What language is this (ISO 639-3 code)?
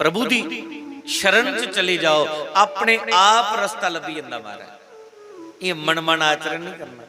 doi